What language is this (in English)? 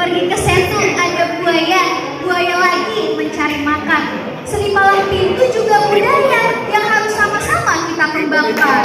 Betawi